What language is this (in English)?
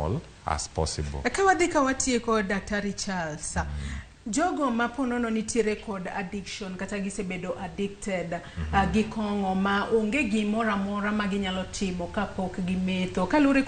Luo (Kenya and Tanzania)